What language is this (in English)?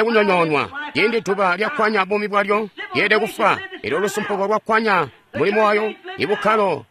Tonga (Zambia)